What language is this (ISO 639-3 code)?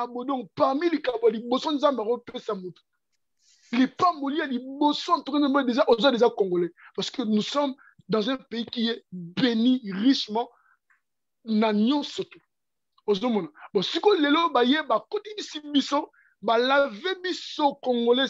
lin